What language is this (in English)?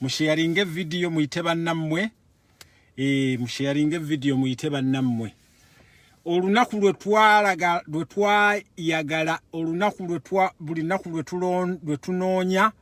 Ganda